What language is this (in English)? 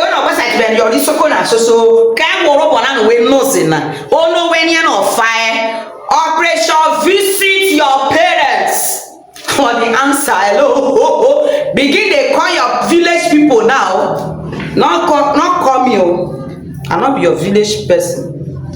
Nigerian Pidgin